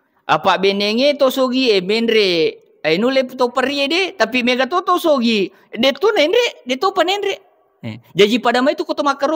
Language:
Buginese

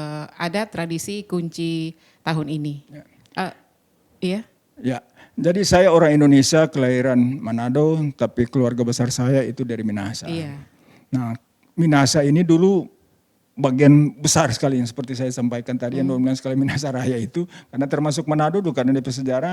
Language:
Manado Malay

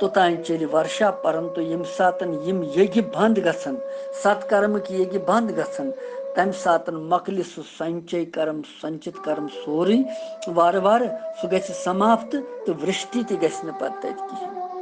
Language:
Kashmiri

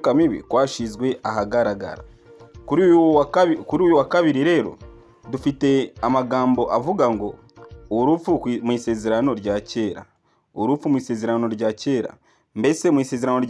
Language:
Kinyarwanda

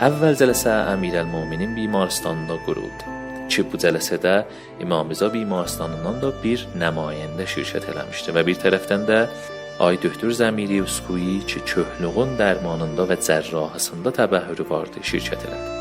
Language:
South Azerbaijani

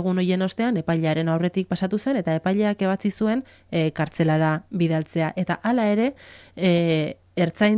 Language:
Basque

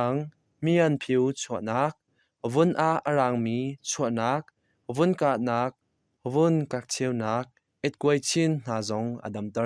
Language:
Hakha Chin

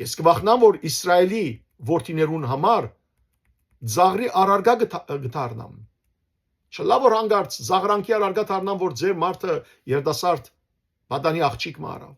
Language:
Western Armenian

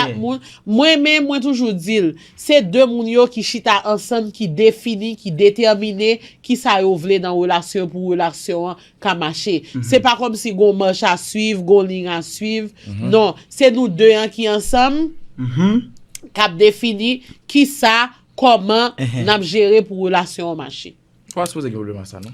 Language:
Haitian Creole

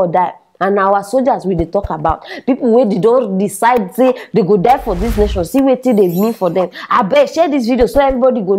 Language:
Nigerian Pidgin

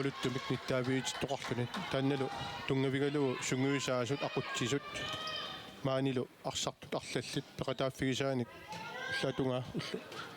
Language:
Kalaallisut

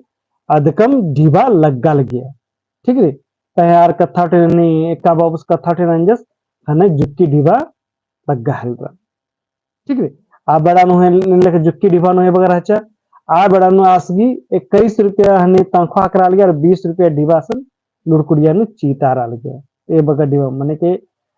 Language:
Kurukh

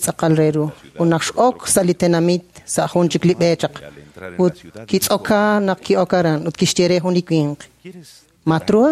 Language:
Kekchí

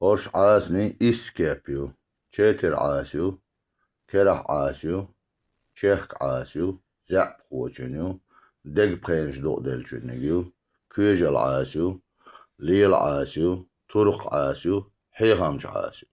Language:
Chechen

